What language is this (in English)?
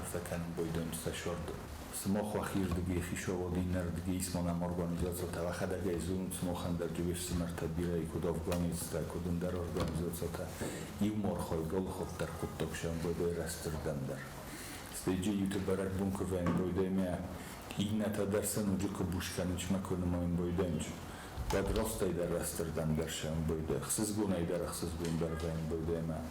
Ossetic